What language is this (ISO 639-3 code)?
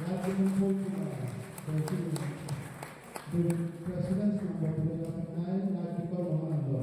ria